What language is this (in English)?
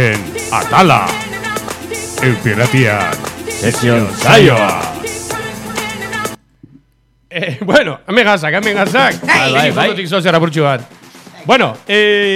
Basque